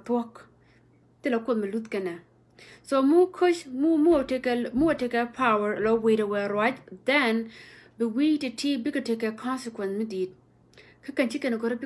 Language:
Nuer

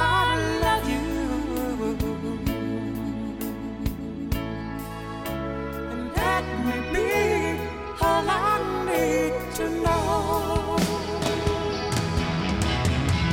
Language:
Icelandic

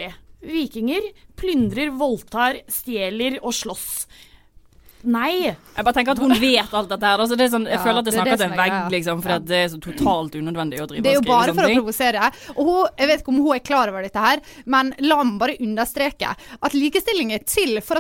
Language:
Norwegian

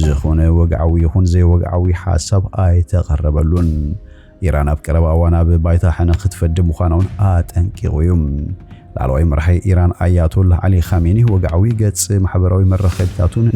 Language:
Tigrinya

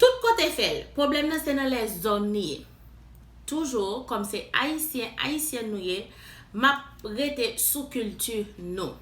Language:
Haitian Creole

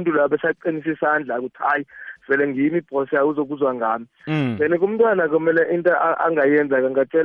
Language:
South Ndebele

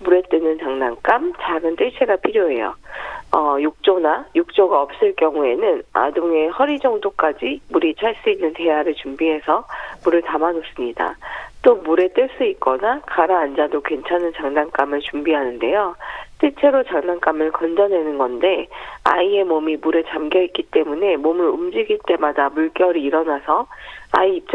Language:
Korean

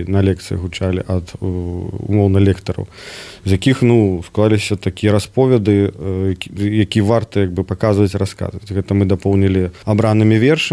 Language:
Belarusian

